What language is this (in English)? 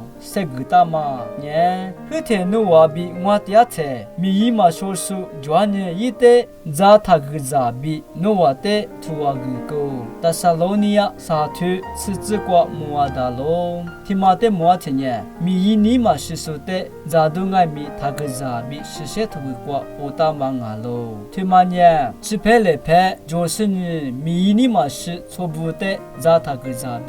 Lisu